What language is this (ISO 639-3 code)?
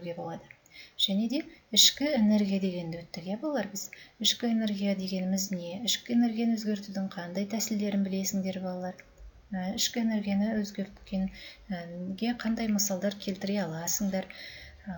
kaz